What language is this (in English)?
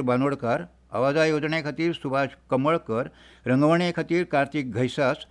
Konkani